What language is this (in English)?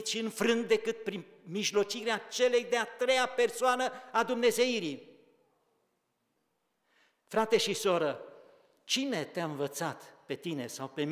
Romanian